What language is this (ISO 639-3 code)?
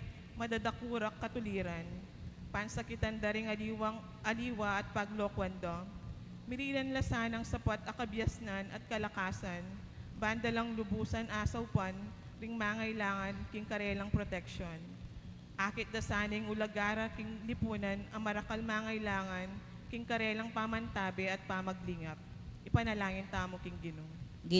pam